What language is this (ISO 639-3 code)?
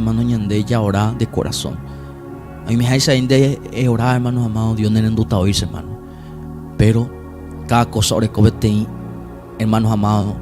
grn